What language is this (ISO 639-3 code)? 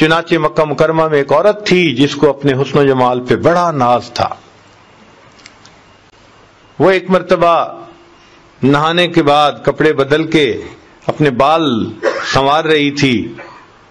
urd